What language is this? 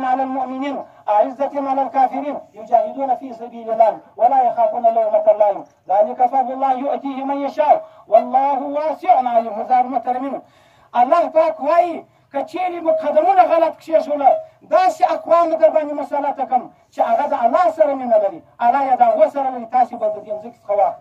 Pashto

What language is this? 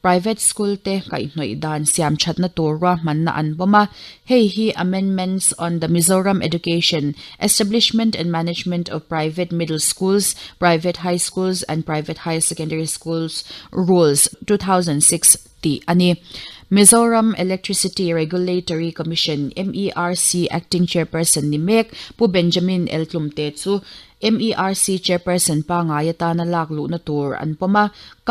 Mizo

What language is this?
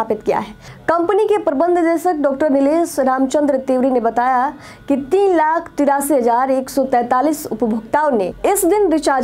Hindi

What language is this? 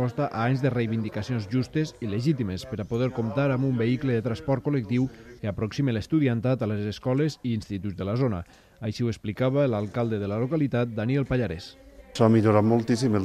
Catalan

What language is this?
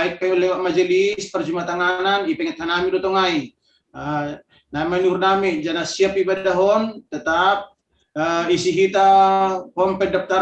Batak Simalungun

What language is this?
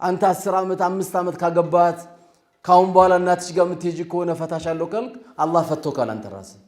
Amharic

